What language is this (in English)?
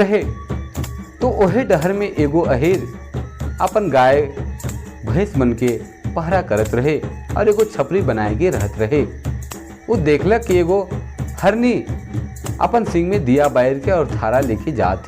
Sadri